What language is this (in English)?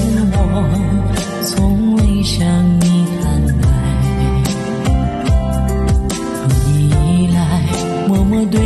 Chinese